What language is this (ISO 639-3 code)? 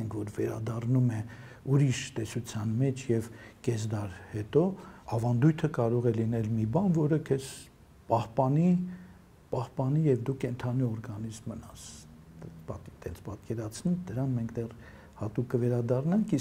hye